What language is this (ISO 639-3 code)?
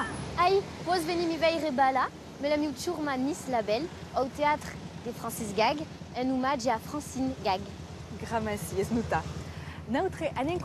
oci